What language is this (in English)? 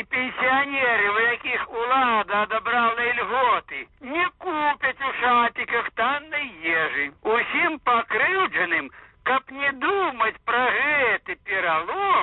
Belarusian